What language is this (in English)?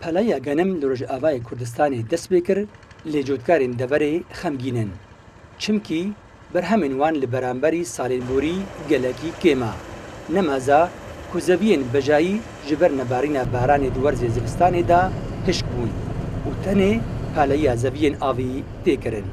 Kurdish